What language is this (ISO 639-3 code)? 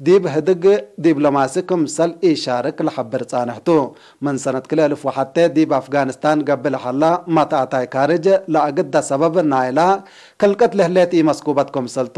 tig